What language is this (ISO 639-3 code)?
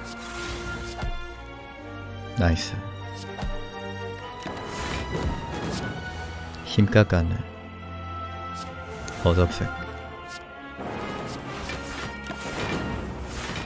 kor